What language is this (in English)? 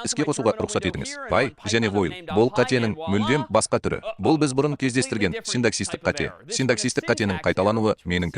Kazakh